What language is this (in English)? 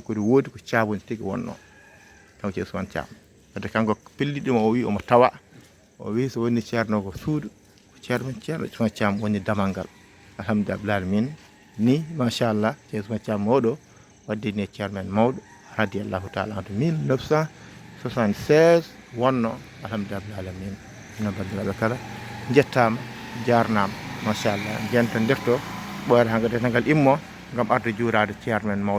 Fula